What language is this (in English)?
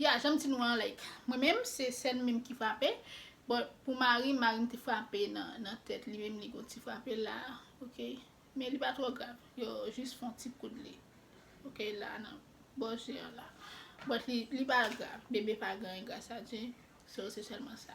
Haitian Creole